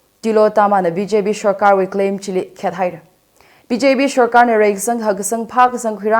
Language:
Tangkhul Naga (India)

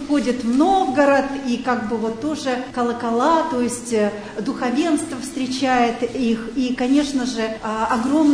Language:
Russian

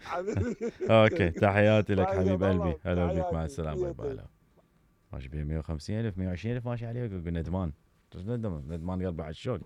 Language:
Mesopotamian Arabic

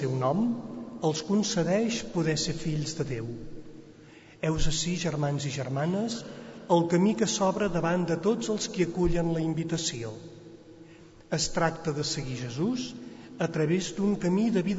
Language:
Catalan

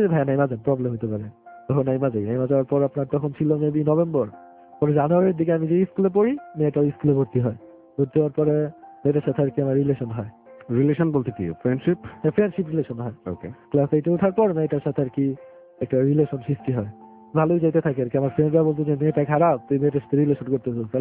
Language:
Bangla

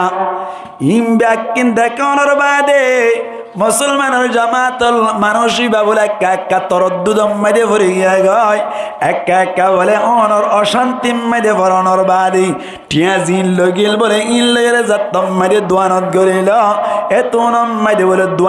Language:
Rohingya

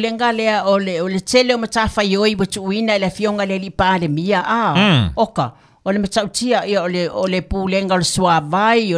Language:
Samoan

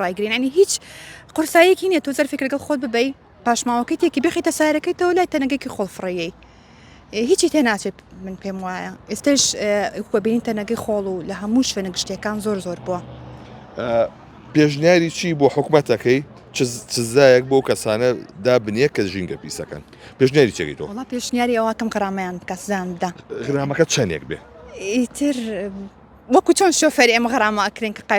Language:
Central Kurdish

